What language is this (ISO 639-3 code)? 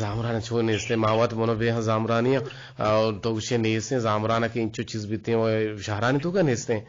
bgp